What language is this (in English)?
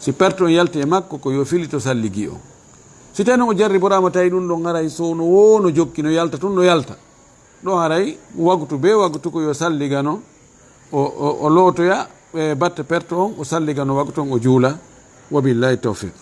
Fula